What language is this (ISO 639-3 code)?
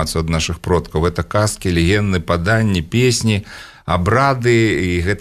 bel